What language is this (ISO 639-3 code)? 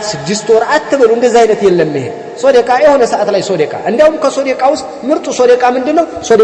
amh